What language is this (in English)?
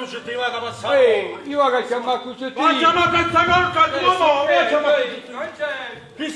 Neapolitan